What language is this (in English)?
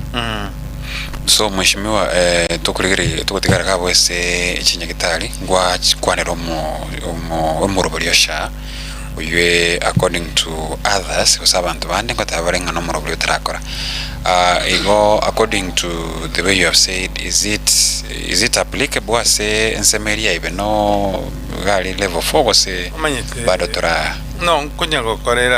Gusii